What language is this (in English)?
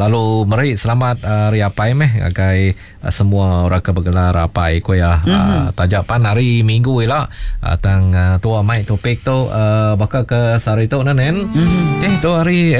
Iban